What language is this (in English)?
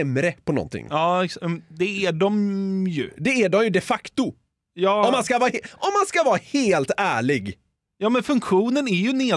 Swedish